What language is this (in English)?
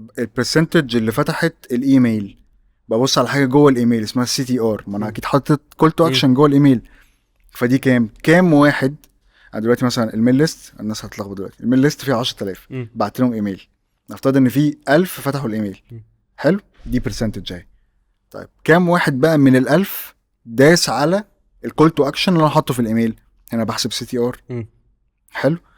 Egyptian Arabic